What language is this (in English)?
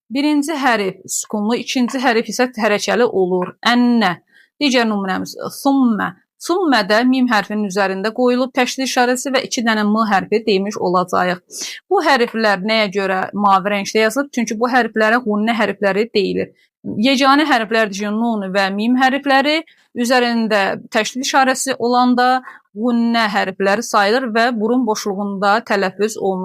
Azerbaijani